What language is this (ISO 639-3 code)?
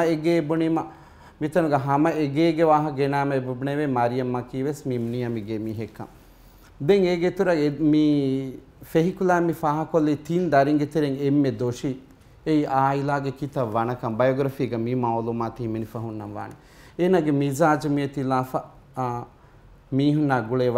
div